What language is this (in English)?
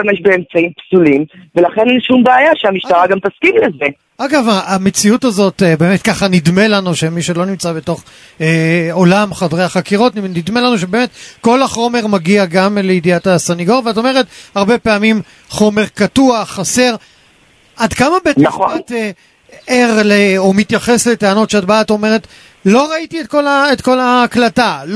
Hebrew